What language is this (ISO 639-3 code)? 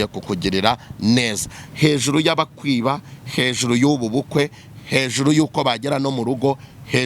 kin